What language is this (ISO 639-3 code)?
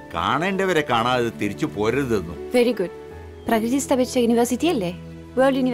mal